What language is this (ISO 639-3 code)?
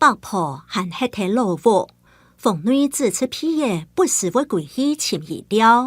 hak